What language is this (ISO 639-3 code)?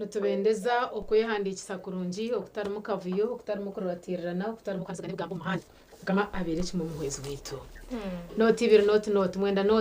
nyn